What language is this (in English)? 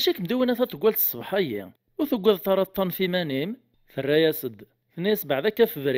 Kabyle